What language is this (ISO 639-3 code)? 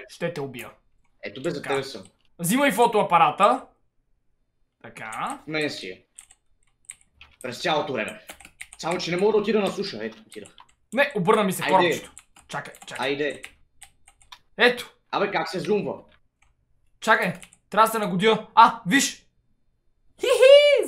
bul